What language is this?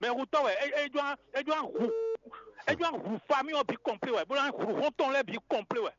Fon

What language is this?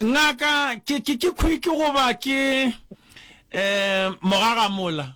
Northern Sotho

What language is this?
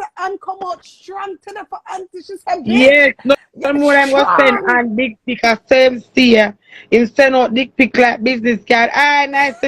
Jamaican Creole English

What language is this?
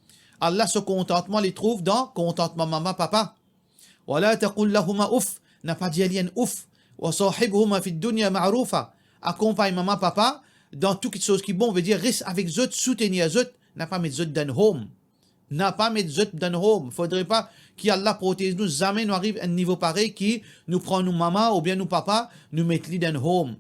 Morisyen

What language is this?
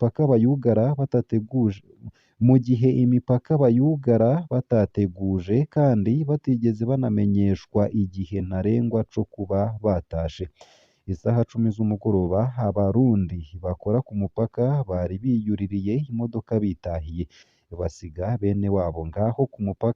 Rundi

